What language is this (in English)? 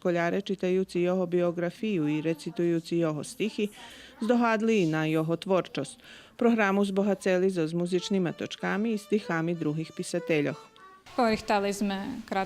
Rusyn